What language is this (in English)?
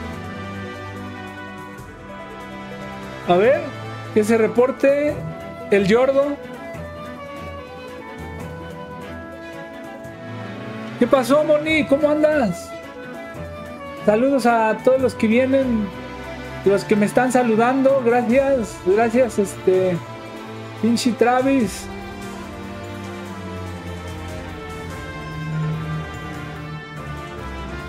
Spanish